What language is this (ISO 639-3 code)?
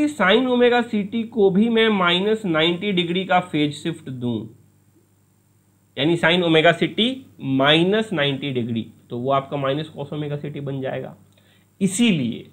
hin